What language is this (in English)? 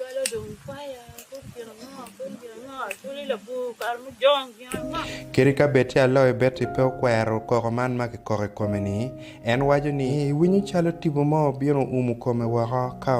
Acoli